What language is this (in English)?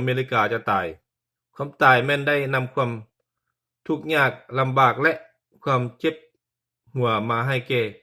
Lao